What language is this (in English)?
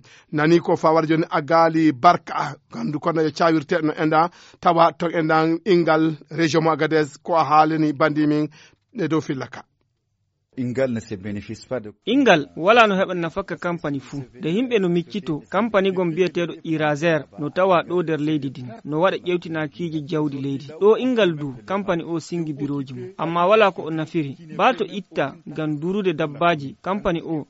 Fula